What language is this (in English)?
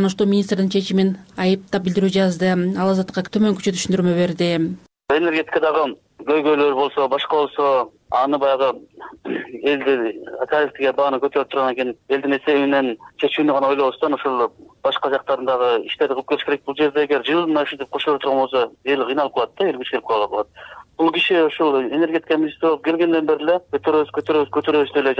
Kyrgyz